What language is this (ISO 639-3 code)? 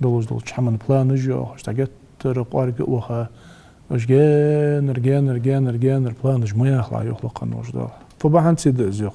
inh